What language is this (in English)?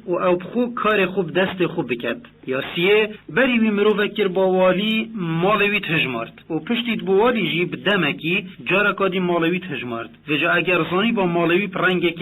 Kurdish